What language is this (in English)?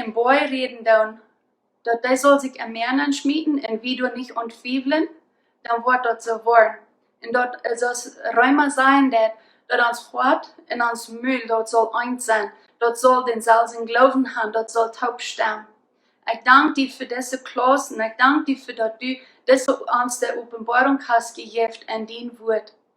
Plautdietsch